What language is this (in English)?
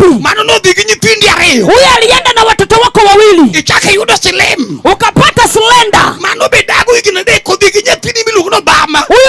Luo (Kenya and Tanzania)